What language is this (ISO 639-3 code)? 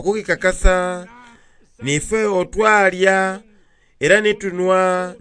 xog